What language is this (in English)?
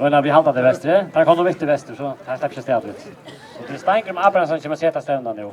Faroese